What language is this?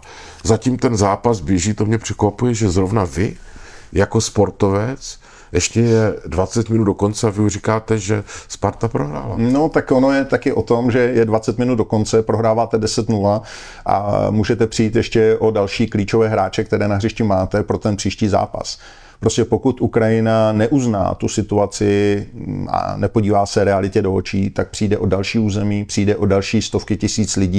Czech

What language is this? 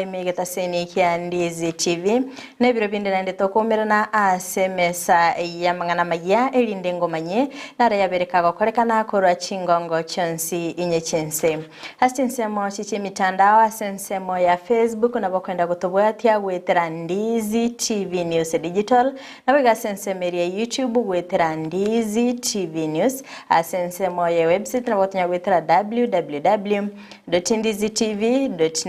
Gusii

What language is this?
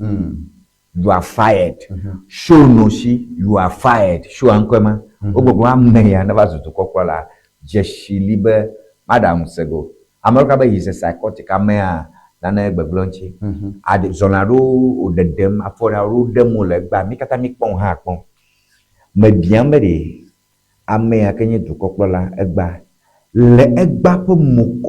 Ewe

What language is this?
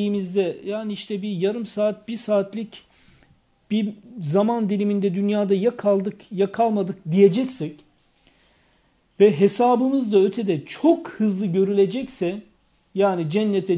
Turkish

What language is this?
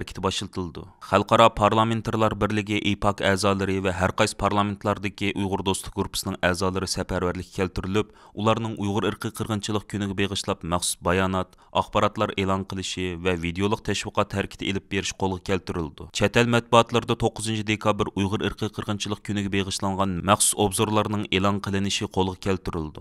Uyghur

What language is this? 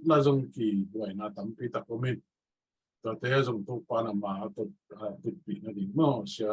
Tedim Chin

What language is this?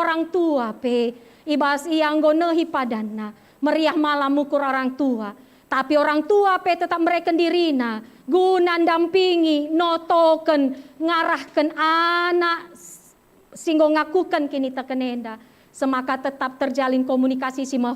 Batak Karo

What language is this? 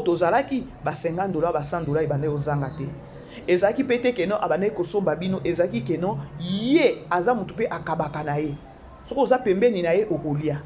Lingala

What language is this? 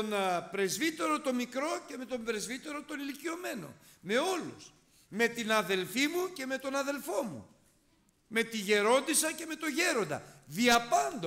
Greek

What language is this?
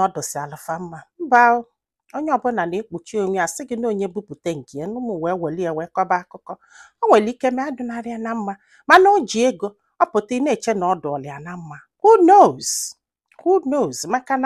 Igbo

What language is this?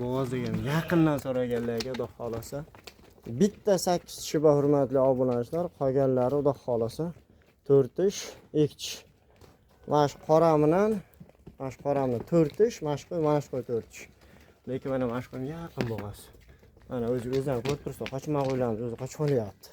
Uzbek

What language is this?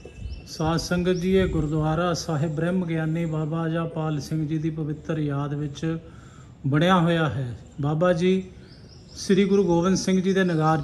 Punjabi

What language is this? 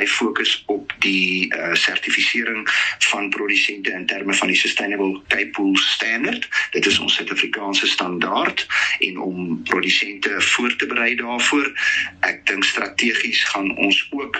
Afrikaans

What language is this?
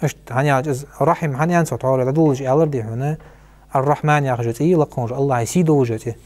Ingush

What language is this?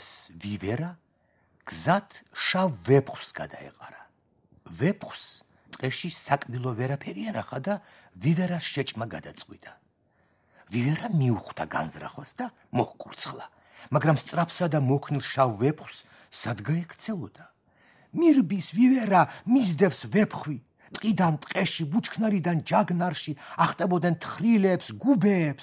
Georgian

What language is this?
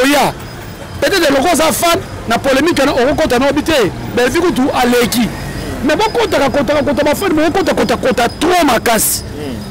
Lingala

